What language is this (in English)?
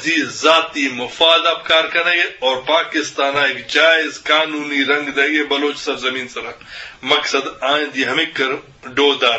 Eastern Balochi